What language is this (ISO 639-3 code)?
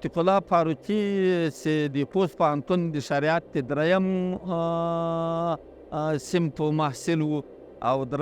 pus